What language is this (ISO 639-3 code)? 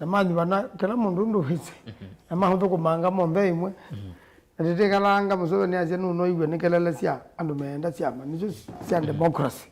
kam